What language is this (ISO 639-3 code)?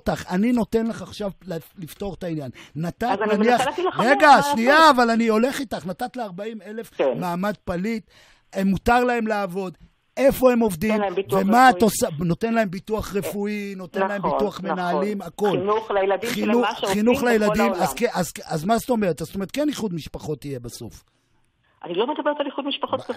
heb